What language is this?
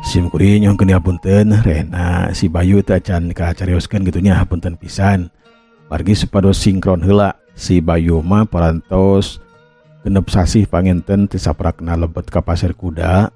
Sundanese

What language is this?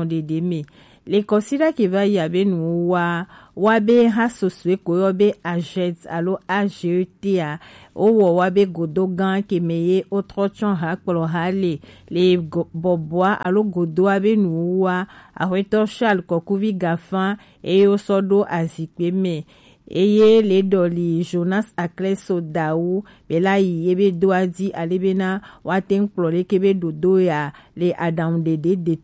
Gen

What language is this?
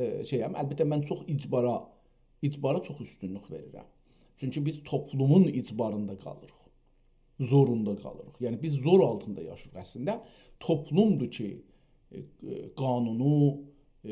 South Azerbaijani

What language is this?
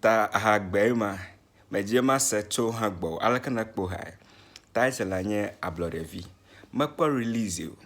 Ewe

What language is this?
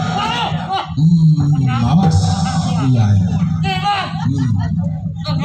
Betawi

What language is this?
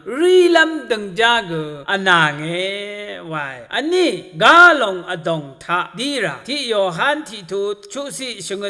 Rawang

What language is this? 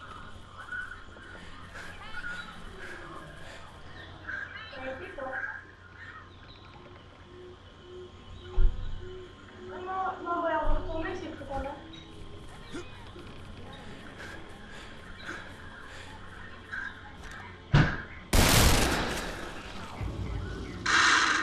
French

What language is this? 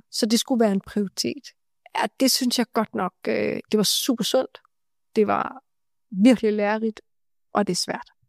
Danish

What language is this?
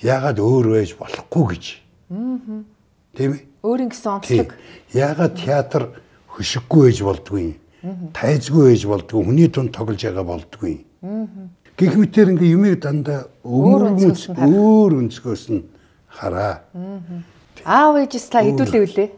Mongolian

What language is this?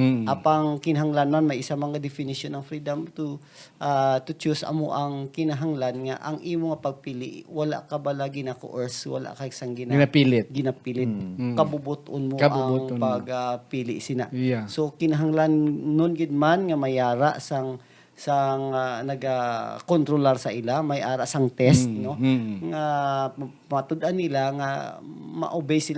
Hiligaynon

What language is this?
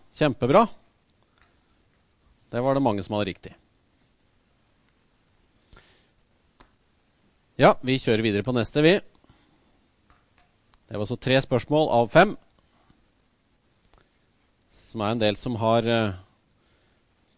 Norwegian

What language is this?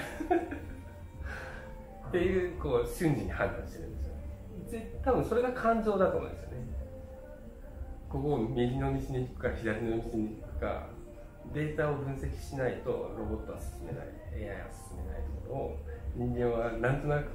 Japanese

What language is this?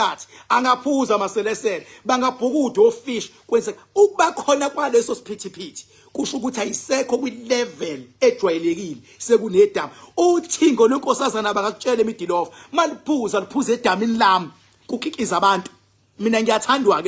Zulu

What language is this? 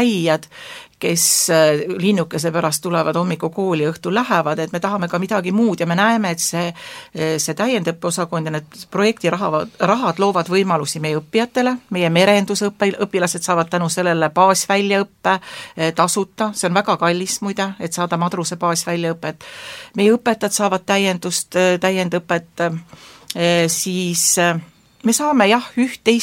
Estonian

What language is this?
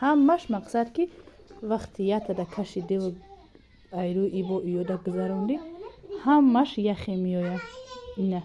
Tajik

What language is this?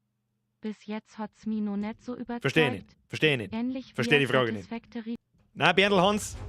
Bavarian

